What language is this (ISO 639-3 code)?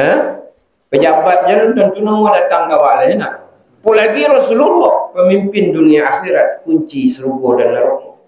min